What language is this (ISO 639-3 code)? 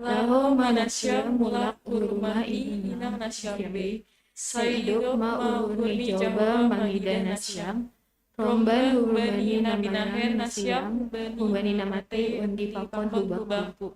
bts